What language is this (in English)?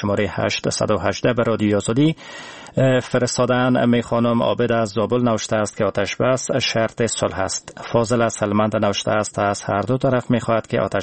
Persian